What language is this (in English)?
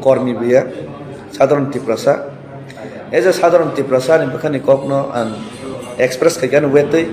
Kok Borok